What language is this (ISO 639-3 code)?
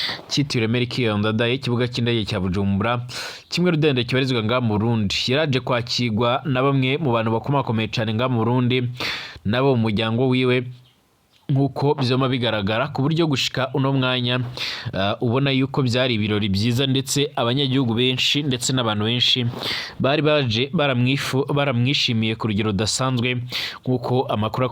run